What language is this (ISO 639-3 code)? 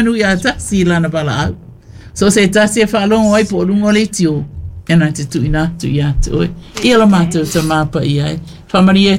smo